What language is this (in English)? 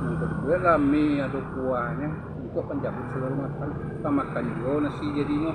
Minangkabau